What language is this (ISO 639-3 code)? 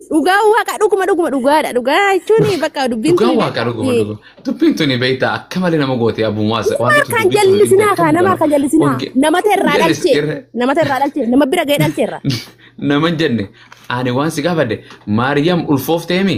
orm